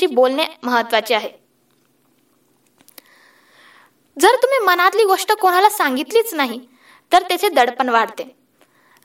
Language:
Marathi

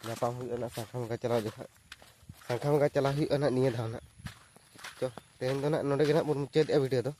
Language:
Santali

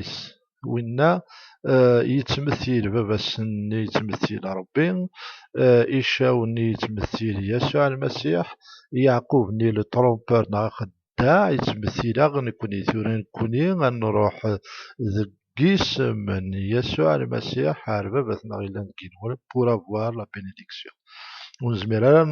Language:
Kabyle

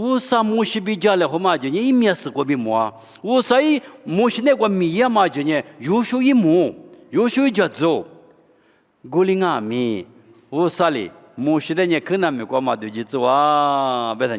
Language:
Lisu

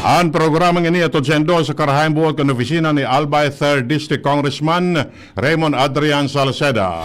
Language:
Bikol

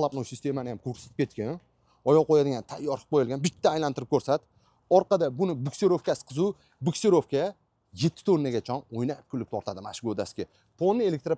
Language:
Uzbek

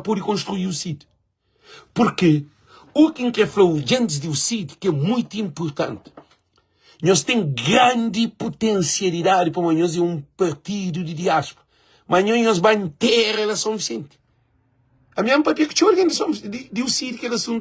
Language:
Kabuverdianu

